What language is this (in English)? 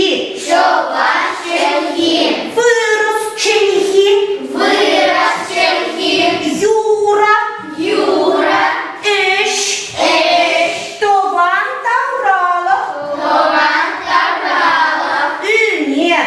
Chuvash